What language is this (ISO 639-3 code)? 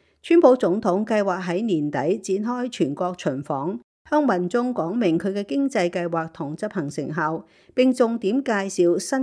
yue